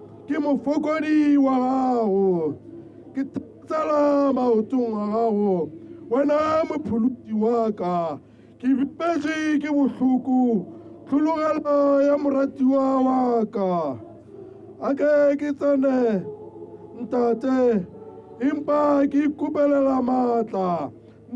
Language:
Tswana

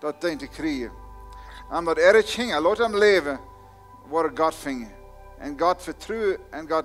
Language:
Plautdietsch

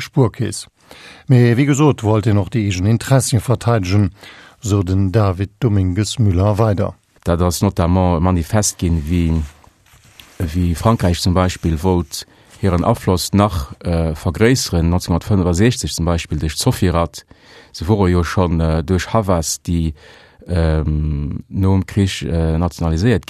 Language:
Luxembourgish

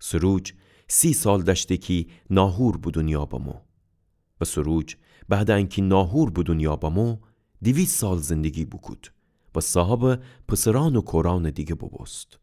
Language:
Gilaki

